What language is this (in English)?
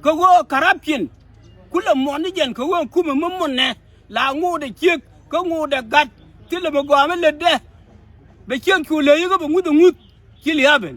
Nuer